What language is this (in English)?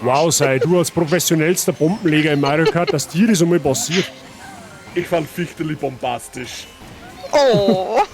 Bavarian